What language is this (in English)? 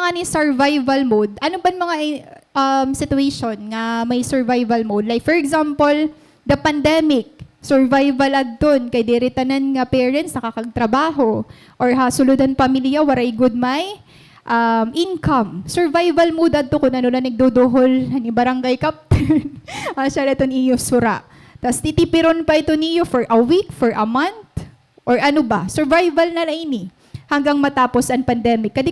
Waray